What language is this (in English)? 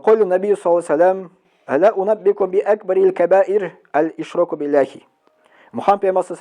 Tatar